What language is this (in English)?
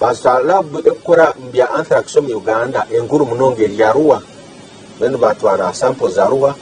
Nyankole